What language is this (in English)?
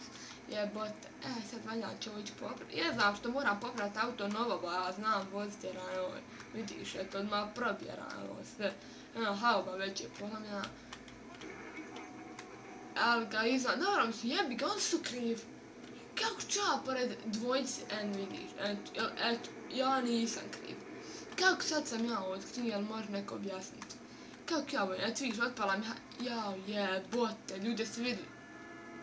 Bosnian